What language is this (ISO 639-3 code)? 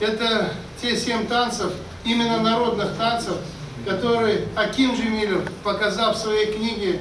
crh